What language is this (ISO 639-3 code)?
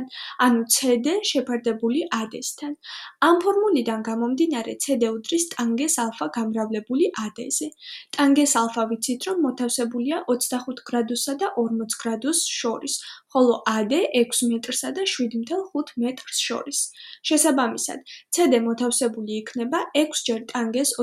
kat